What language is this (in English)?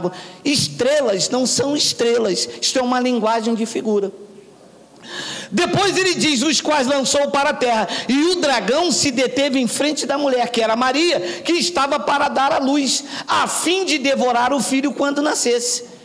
Portuguese